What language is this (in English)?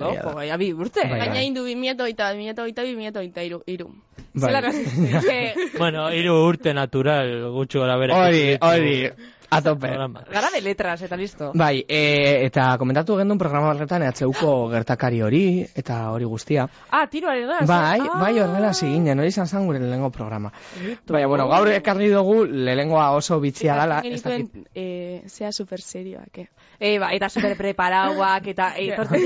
Basque